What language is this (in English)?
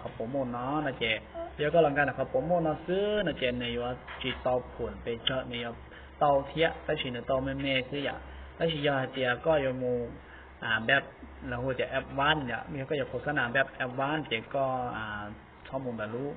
Hmong